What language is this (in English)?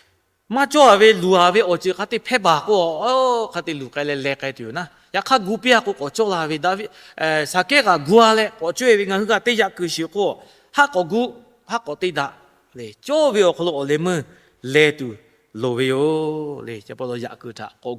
Lahu